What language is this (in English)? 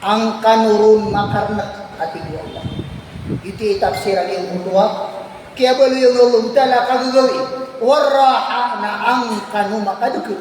Maranao